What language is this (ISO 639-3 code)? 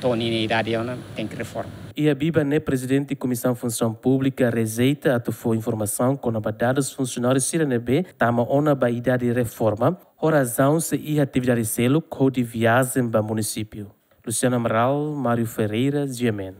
tet